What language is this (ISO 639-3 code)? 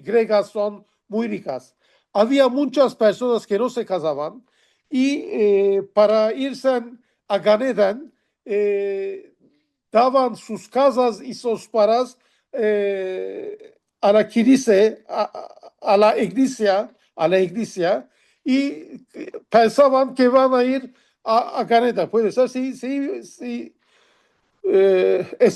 lad